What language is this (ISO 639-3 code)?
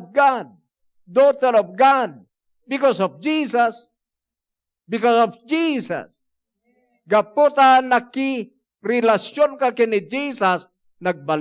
ilo